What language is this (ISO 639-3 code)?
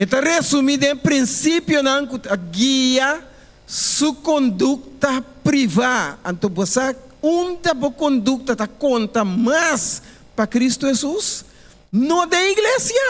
pap